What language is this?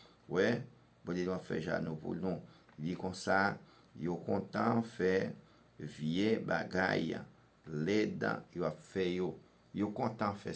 Haitian Creole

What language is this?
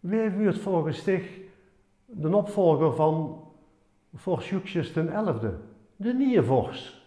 Limburgish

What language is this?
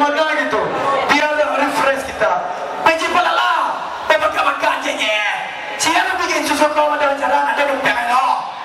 Minangkabau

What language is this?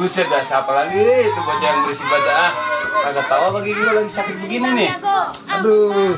Betawi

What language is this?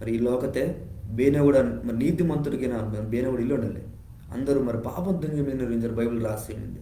Koya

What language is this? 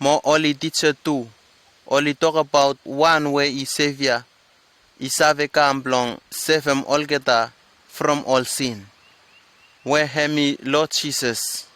Bislama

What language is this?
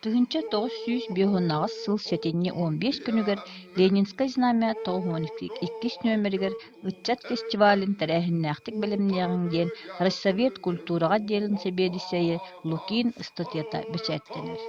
Yakut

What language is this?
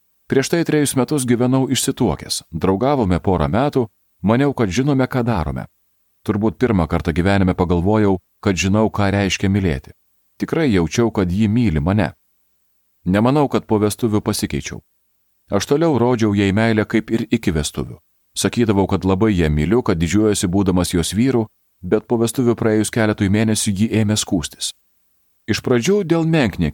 Lithuanian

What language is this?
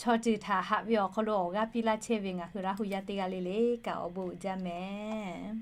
Lahu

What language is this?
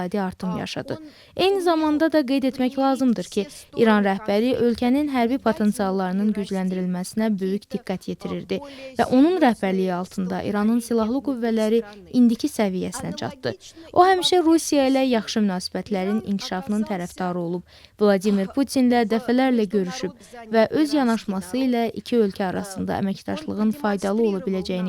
Azerbaijani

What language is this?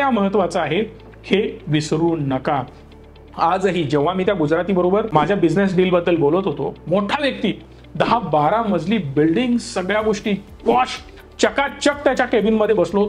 Marathi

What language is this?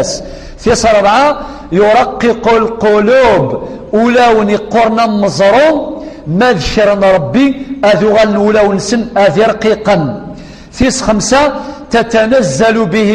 Kabyle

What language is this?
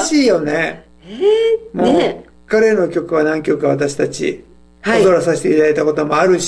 Japanese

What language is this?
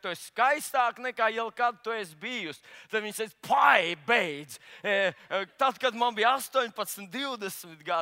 Latvian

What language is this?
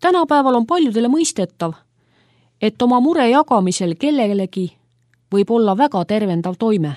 Estonian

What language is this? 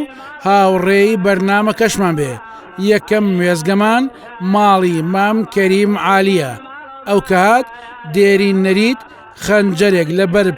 Central Kurdish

